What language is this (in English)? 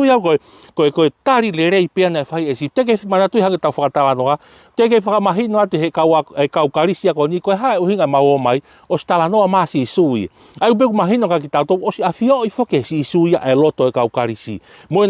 Tongan